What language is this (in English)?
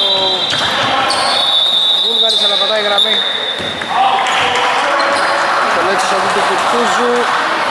Greek